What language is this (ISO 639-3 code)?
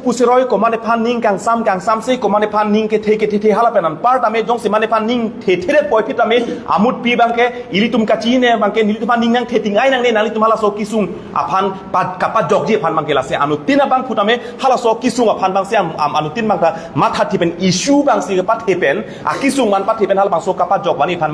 mjw